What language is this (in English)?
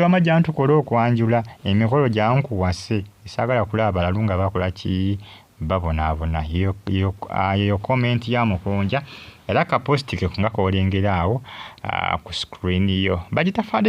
Ganda